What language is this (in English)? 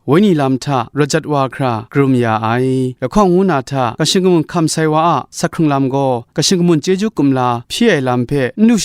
Kachin